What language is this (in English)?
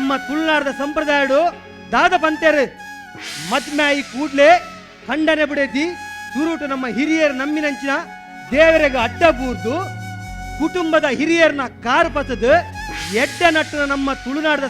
Tulu